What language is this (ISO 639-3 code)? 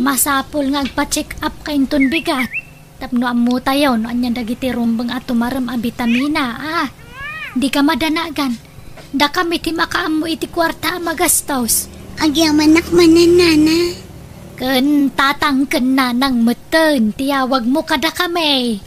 ilo